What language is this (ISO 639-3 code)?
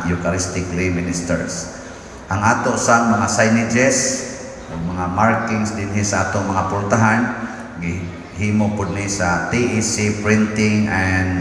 ceb